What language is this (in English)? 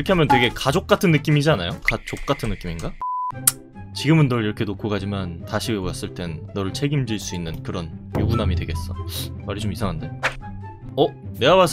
Korean